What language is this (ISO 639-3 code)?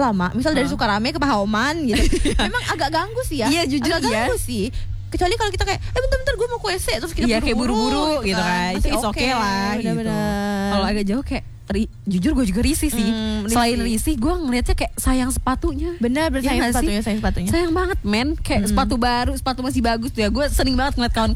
ind